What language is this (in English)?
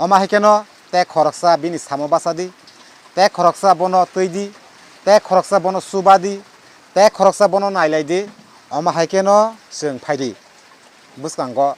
Kok Borok